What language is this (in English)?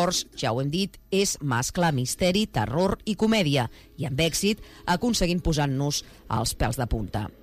Catalan